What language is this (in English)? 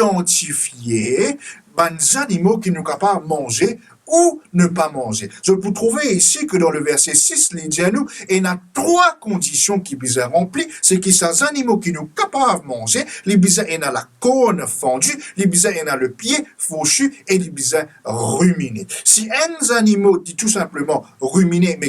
Morisyen